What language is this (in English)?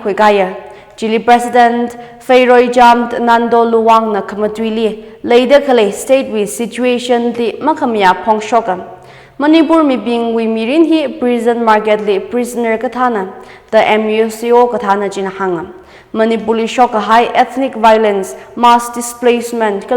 Tangkhul Naga (India)